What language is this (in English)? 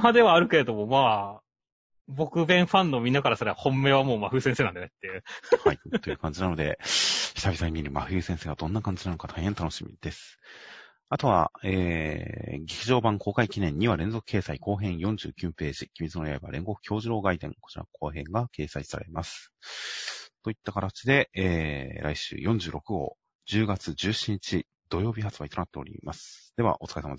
Japanese